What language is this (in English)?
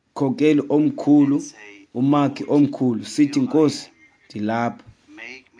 Xhosa